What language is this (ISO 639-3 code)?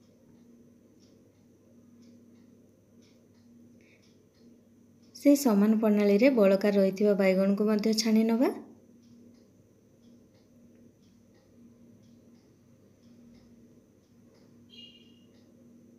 ori